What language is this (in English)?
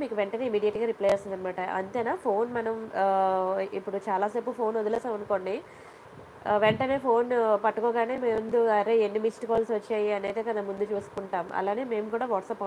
Telugu